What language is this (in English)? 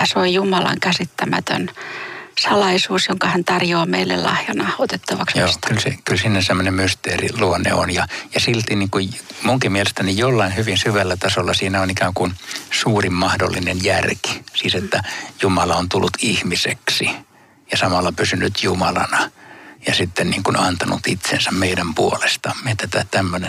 Finnish